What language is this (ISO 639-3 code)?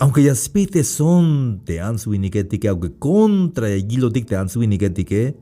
tzh